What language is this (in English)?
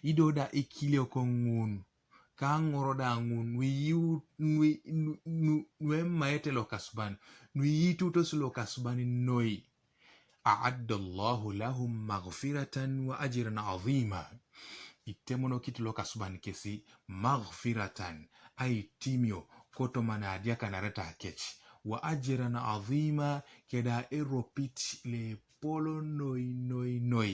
Teso